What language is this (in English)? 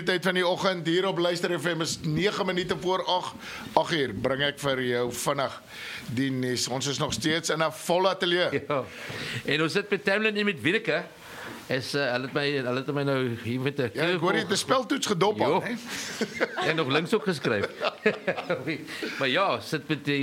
Afrikaans